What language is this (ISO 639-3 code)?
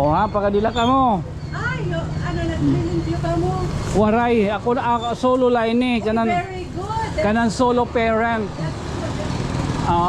war